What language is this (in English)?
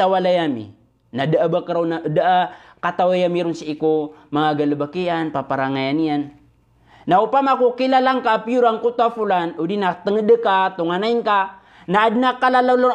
Maranao